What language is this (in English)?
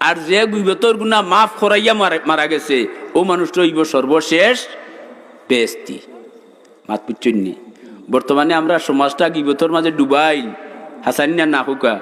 Sylheti